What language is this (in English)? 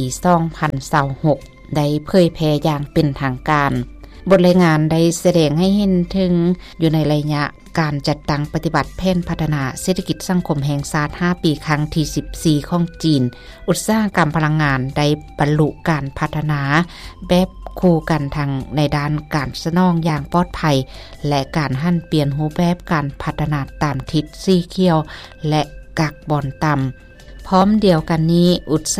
Lao